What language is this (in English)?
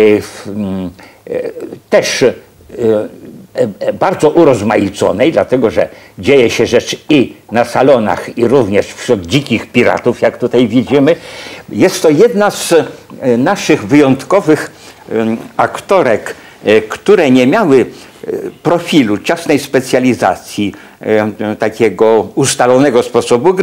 Polish